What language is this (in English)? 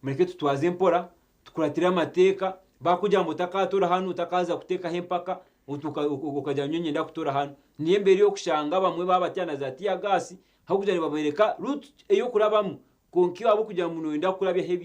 Nyankole